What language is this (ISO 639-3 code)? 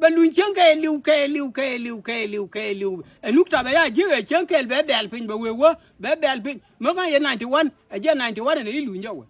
nus